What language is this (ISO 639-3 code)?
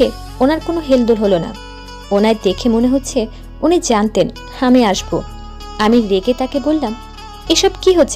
ben